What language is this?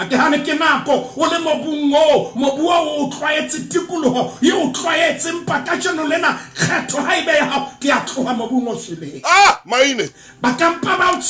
Southern Sotho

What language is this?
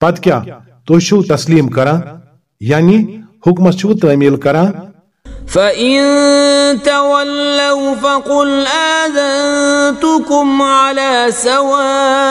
Kashmiri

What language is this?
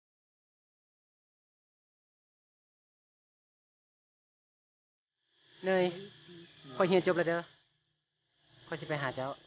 Lao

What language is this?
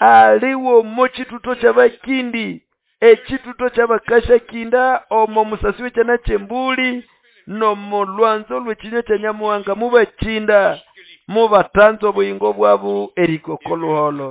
Nande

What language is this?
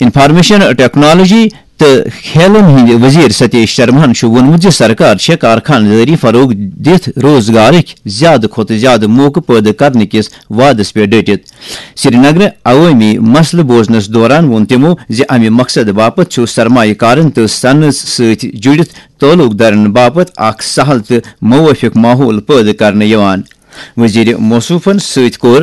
Kashmiri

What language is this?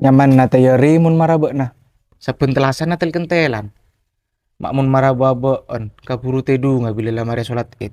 Madurese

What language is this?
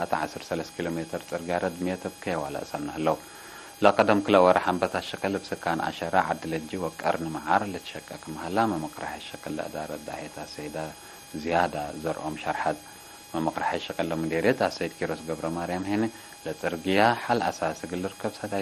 Tigre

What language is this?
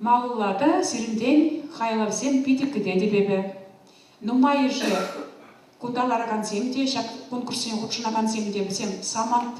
Chuvash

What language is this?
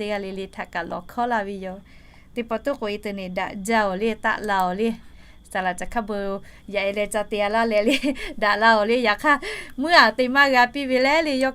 Lahu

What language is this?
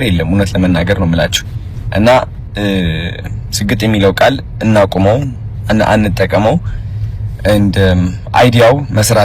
Amharic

